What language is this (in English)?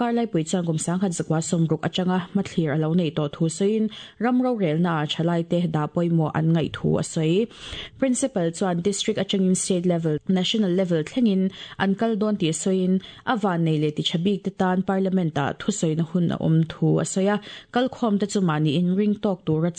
Mizo